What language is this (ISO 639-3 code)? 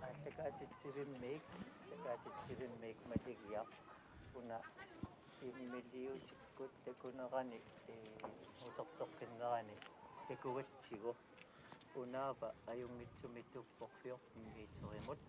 kal